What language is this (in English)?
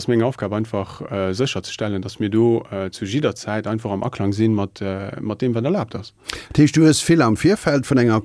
Luxembourgish